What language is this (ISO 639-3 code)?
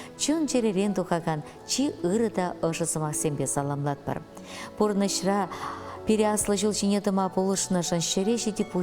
chv